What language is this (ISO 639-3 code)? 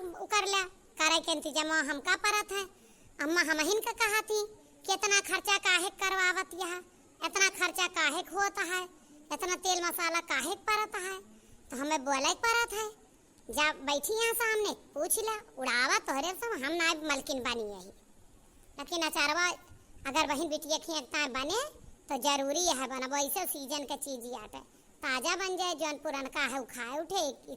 awa